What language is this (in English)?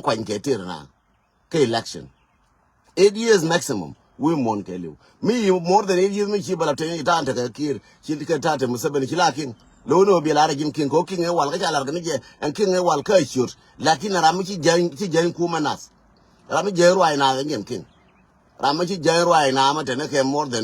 Nuer